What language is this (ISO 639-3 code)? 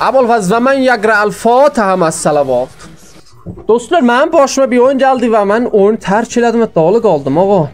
azb